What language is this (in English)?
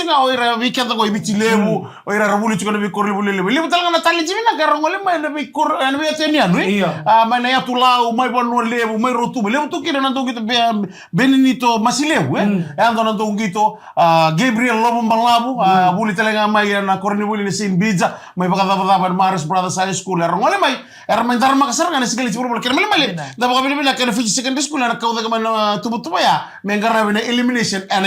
Fijian